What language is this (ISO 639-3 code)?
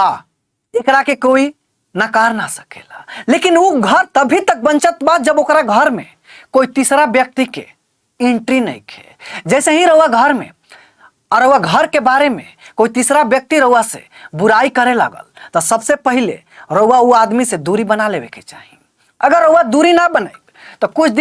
bho